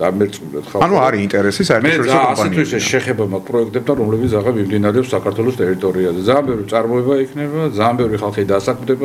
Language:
Georgian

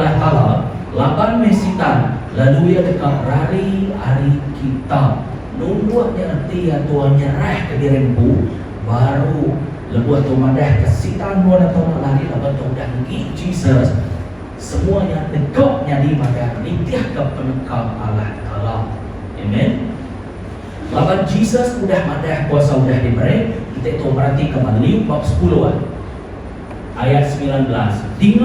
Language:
Iban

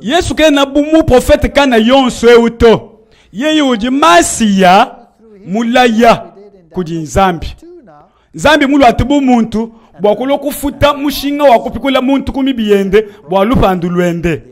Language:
Luba-Lulua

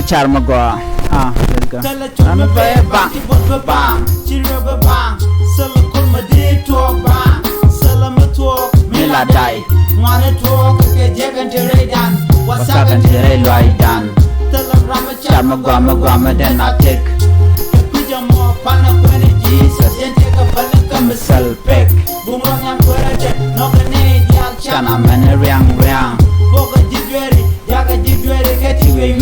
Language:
Nuer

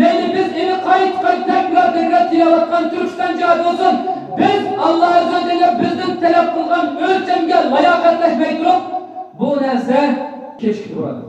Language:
Uyghur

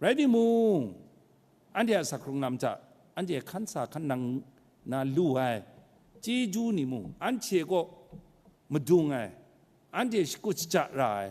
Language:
Kachin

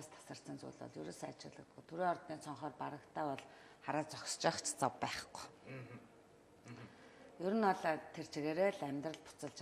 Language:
Mongolian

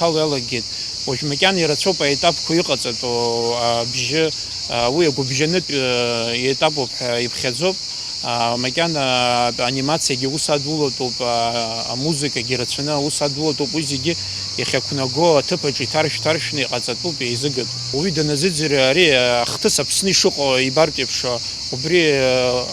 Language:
Abkhazian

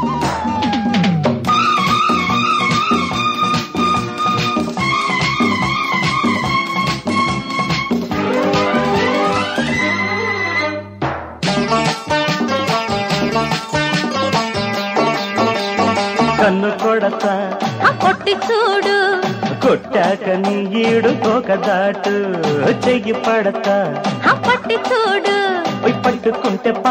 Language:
Telugu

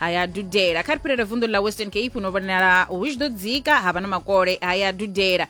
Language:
Venda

